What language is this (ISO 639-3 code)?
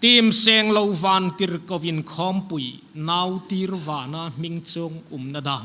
hmr